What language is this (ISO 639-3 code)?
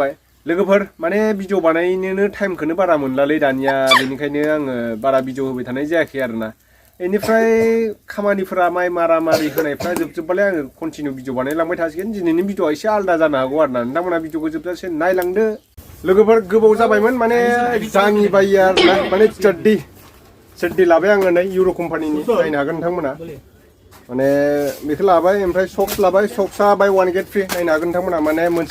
brx